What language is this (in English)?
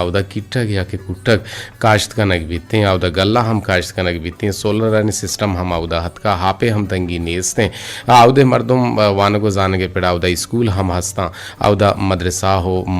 Eastern Balochi